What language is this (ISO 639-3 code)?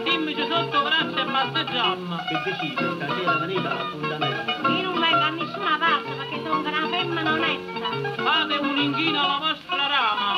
nap